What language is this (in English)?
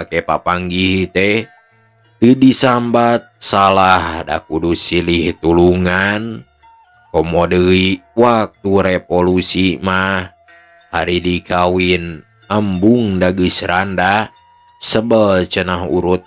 Sundanese